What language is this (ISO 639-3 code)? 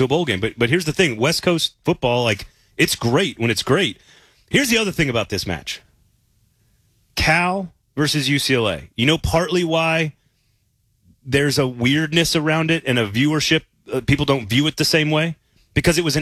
eng